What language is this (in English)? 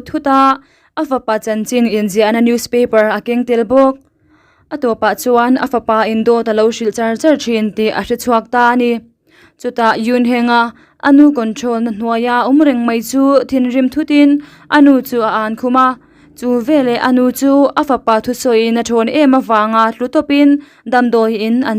Mizo